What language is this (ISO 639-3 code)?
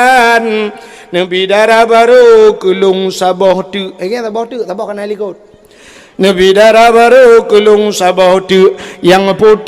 ace